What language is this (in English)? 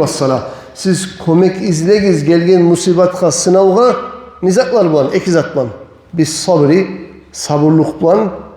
Kumyk